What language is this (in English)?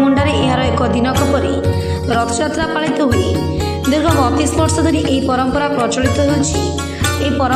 Odia